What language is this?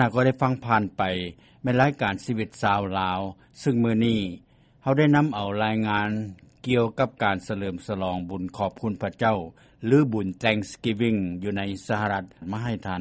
Lao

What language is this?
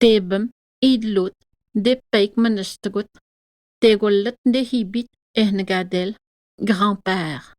Atikamekw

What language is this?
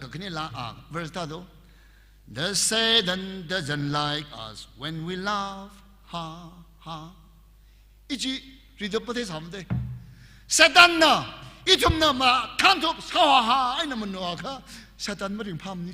Tangkhul Naga (India)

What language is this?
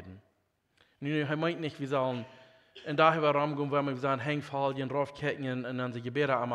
Plautdietsch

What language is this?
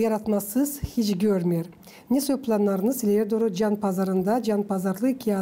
Gagauz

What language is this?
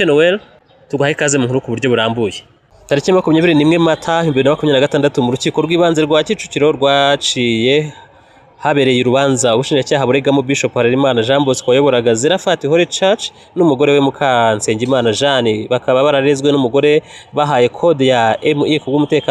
Kinyarwanda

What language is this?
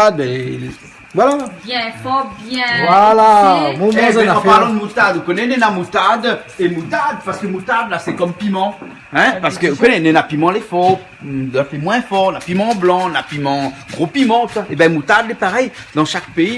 Réunion Creole French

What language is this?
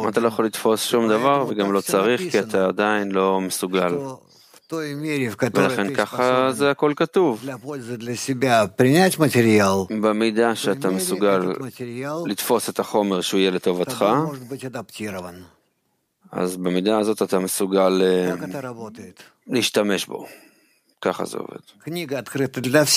Hebrew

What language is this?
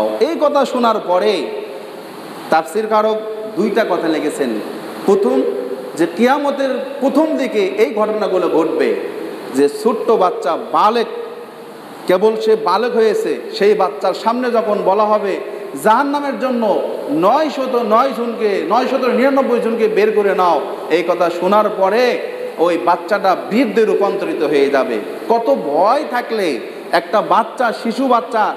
Bangla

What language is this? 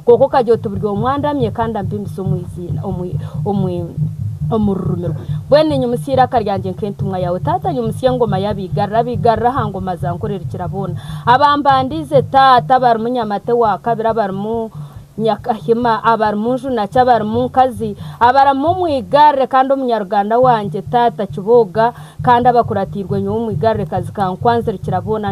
Nyankole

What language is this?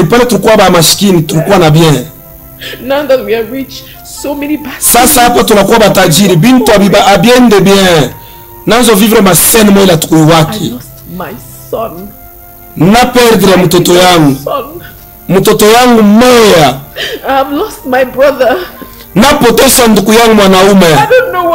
Swahili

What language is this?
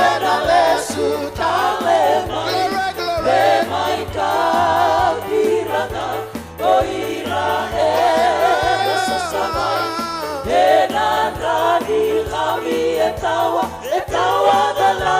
Fijian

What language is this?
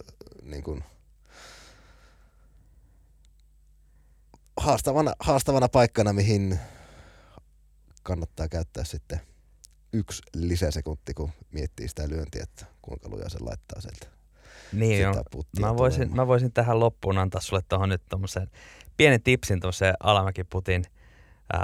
Finnish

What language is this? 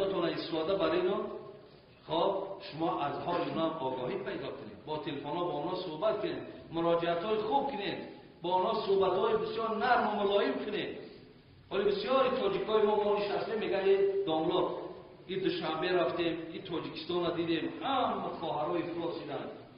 Tajik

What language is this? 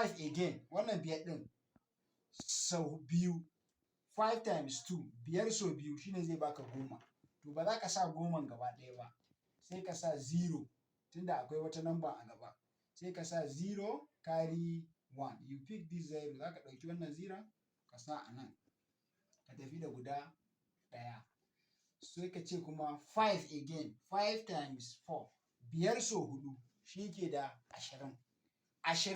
Hausa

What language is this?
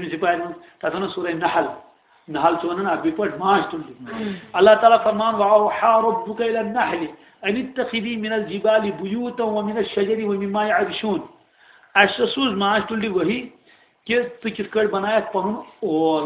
Kashmiri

